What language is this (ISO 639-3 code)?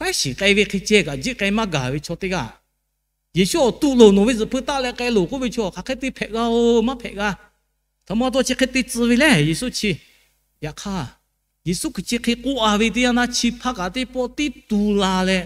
lhu